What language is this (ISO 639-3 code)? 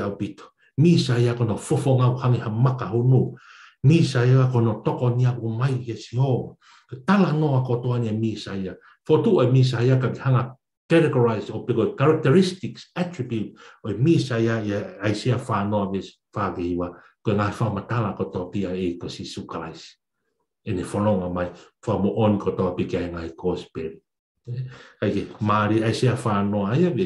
ton